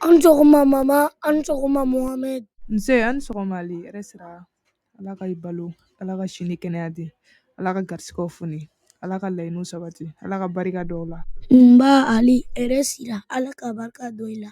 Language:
Bambara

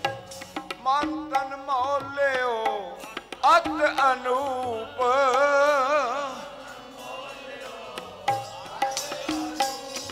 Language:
Punjabi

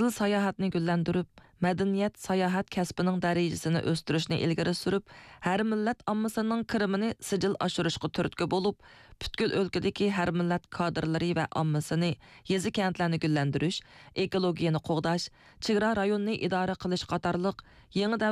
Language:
Uyghur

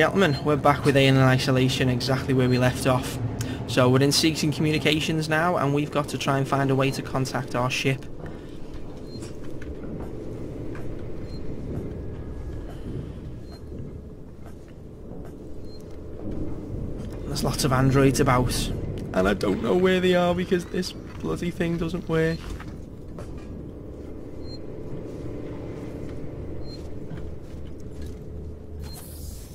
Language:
English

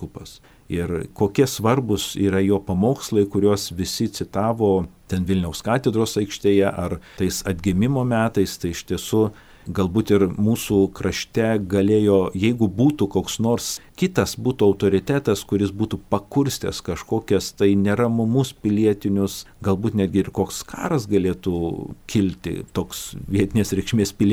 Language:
Lithuanian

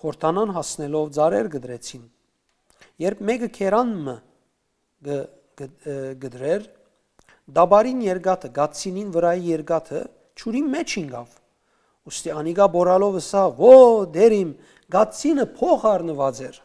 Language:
Western Armenian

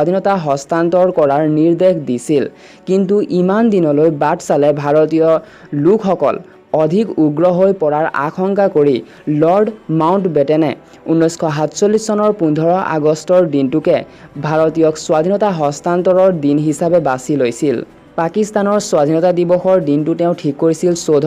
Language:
Assamese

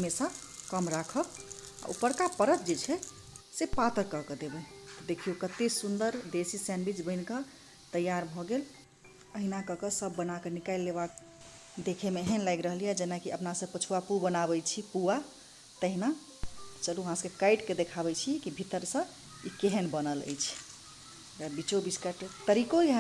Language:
Maithili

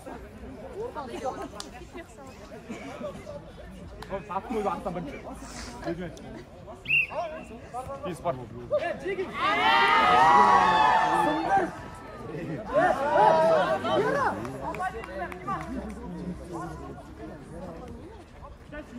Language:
Kazakh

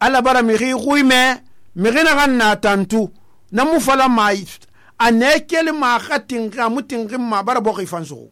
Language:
Susu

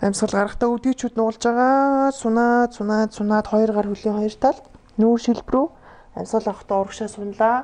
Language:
Mongolian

